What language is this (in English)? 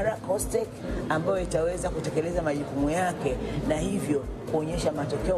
Swahili